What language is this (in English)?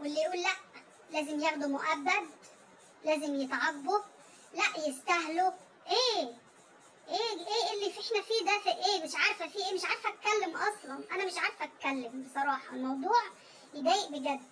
Egyptian Arabic